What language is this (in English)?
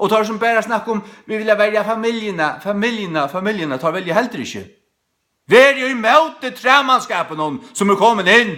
Faroese